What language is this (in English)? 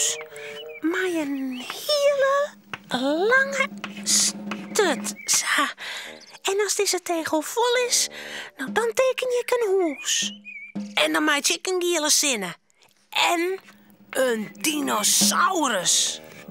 Western Frisian